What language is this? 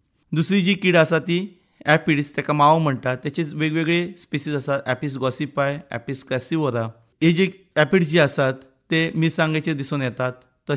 Konkani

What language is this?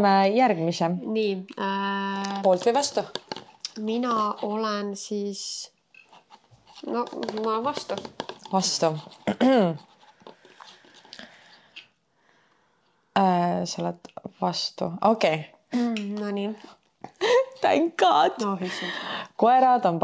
Estonian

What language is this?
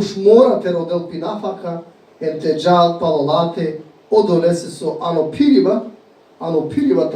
Balkan Romani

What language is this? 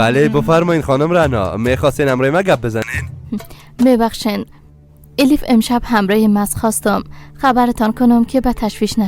Persian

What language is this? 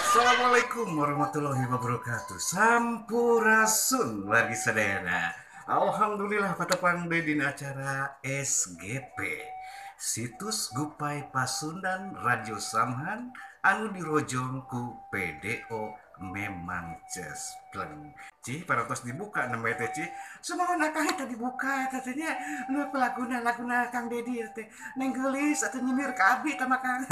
Sundanese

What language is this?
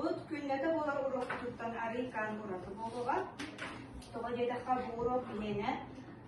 Yakut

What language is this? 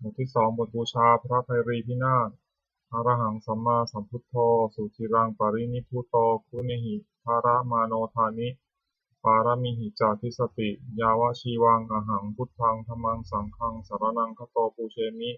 Pali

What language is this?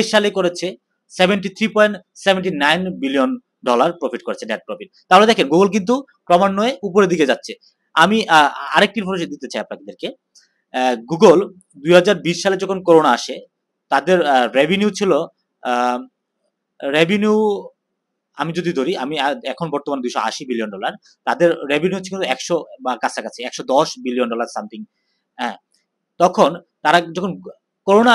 Bangla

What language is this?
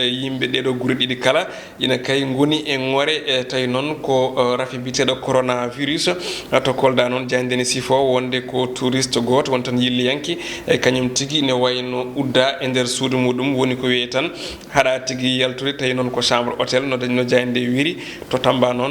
Fula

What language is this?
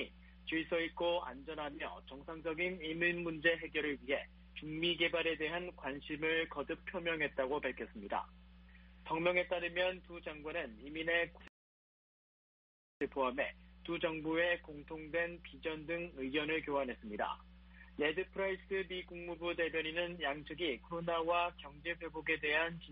Korean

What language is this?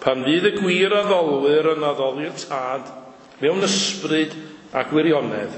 Welsh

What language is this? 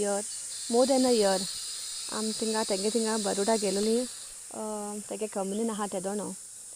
Konkani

